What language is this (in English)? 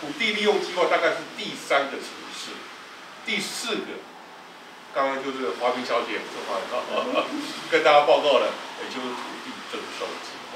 Chinese